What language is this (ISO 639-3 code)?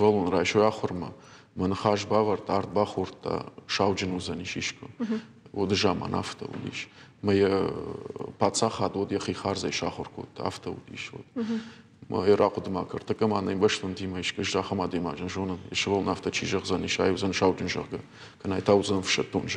oss